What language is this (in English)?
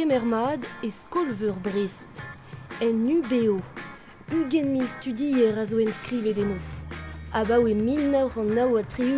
Breton